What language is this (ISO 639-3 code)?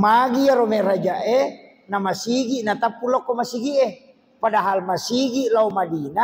bug